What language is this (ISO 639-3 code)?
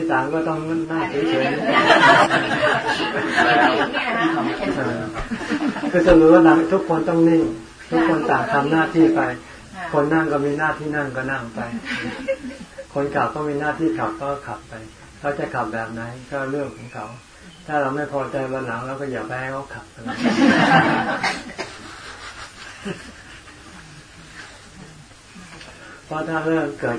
tha